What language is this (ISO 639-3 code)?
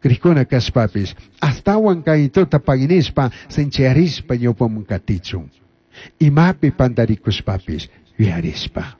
qug